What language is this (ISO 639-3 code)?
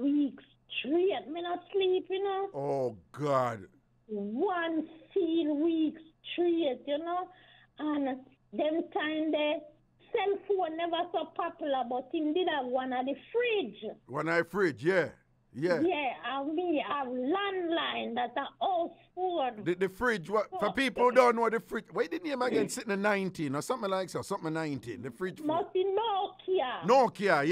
jam